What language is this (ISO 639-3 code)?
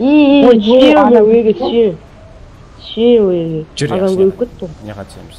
kaa